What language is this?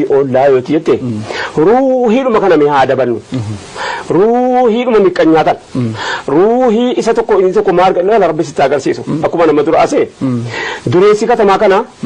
Oromo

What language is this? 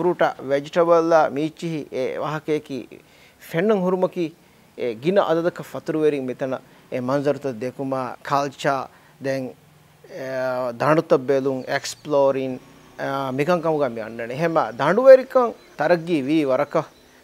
Divehi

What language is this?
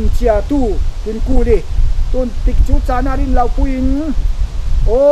Falam Chin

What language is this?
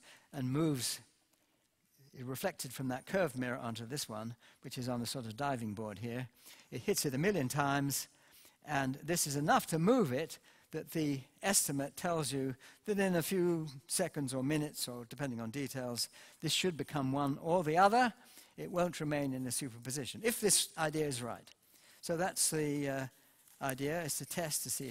English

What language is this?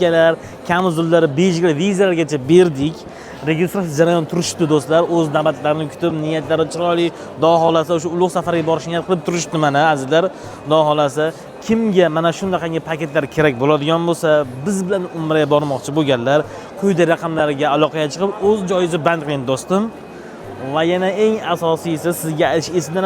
Uzbek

